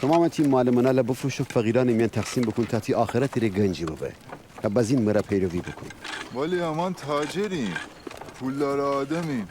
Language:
Gilaki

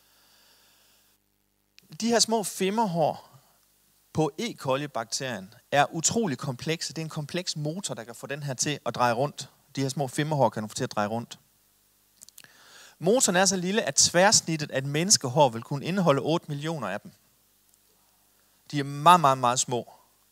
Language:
Danish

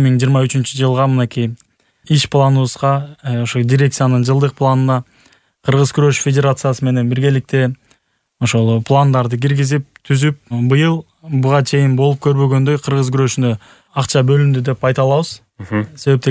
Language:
Kyrgyz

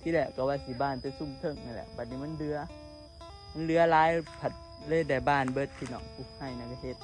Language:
Northeastern Thai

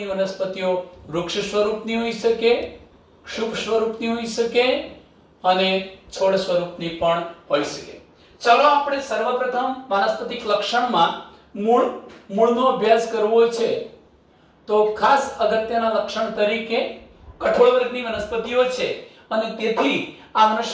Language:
Gujarati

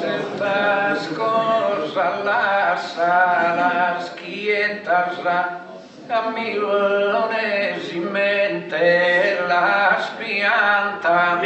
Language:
Sardinian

